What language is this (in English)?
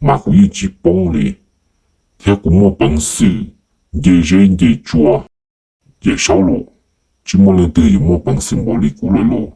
Hmong